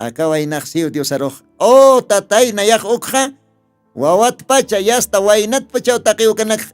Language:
Aymara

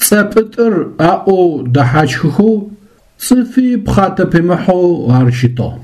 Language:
Adyghe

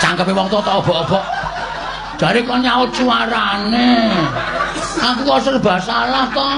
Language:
Javanese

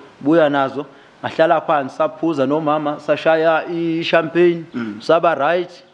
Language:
Zulu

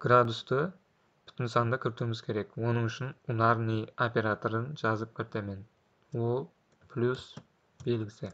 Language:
Kara-Kalpak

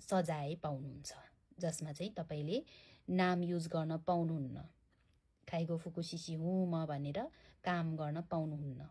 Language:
Nepali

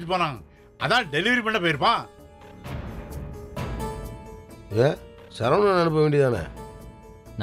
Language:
Tamil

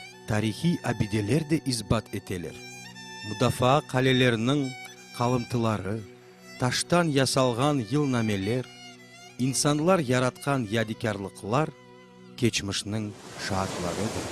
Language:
Crimean Tatar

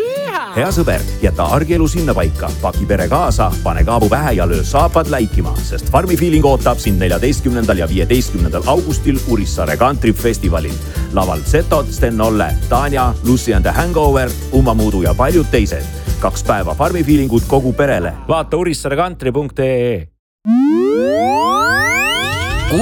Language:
Estonian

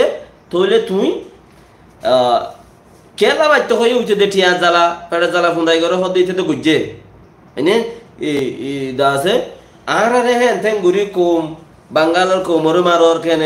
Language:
Rohingya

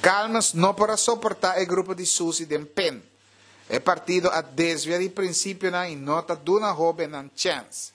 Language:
Papiamento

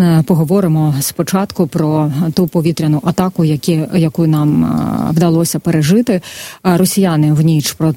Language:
Ukrainian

